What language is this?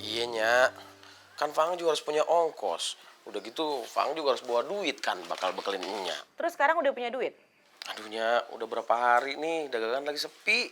Betawi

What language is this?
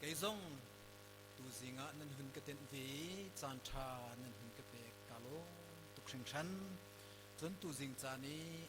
Hakha Chin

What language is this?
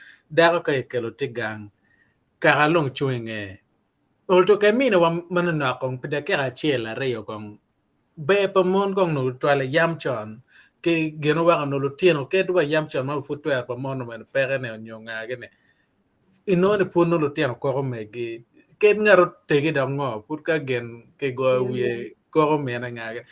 Acoli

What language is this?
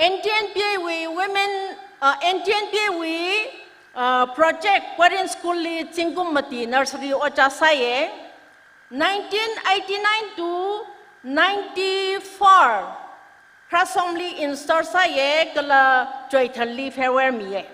Tangkhul Naga (India)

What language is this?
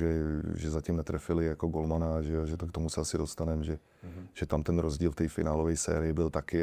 Czech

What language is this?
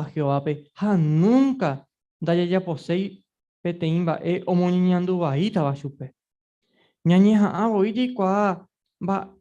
Guarani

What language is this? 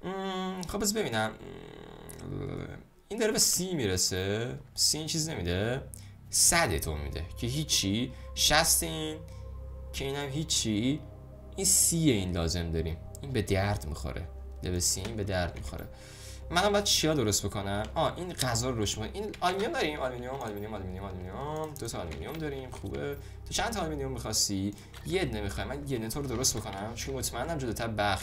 Persian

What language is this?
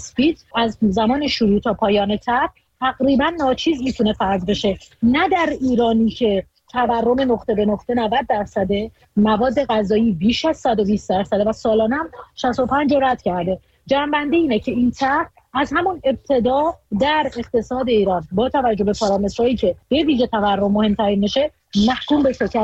Persian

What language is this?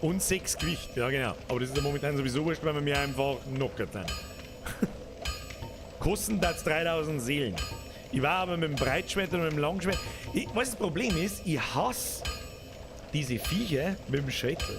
Bavarian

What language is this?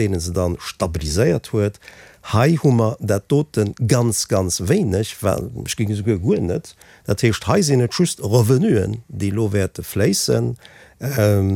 Luxembourgish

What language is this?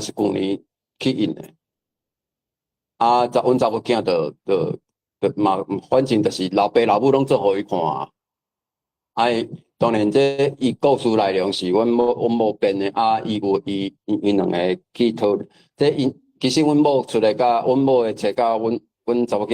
Min Nan Chinese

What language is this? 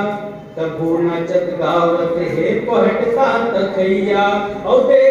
Chhattisgarhi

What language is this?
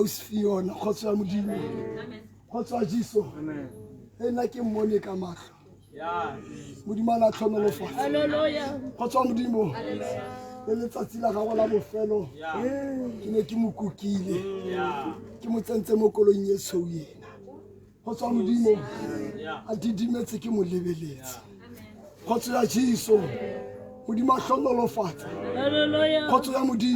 Tswana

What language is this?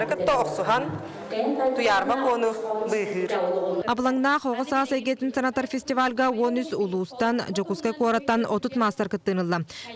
Yakut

